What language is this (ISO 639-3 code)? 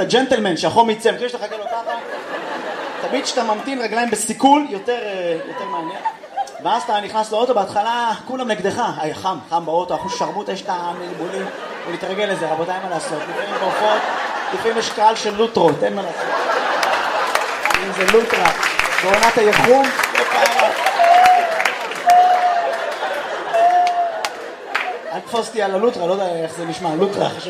heb